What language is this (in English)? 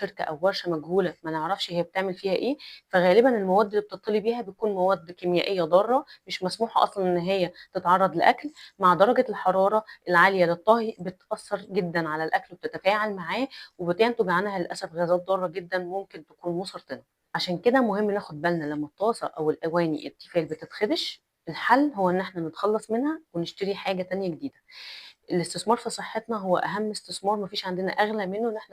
Egyptian Arabic